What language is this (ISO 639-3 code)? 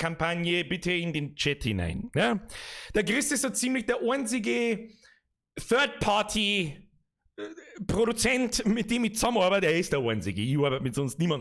bar